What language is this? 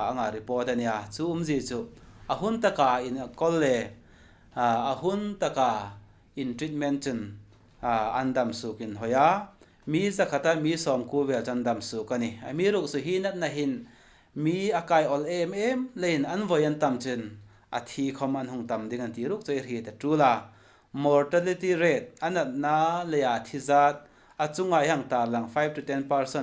Hmar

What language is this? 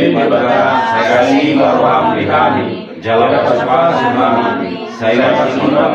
Batak Toba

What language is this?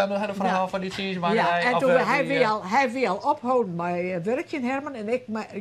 Western Frisian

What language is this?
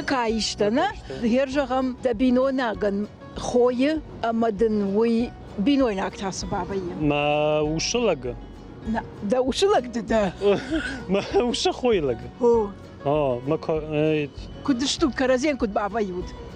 Ossetic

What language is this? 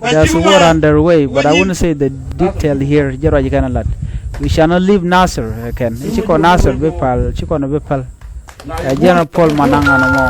Nuer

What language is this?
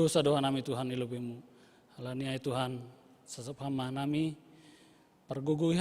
Batak Simalungun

